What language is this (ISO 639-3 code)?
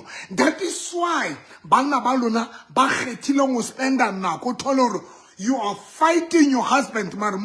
sot